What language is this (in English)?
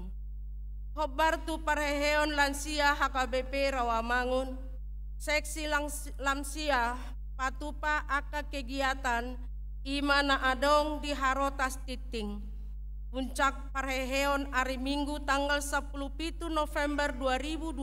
Batak Toba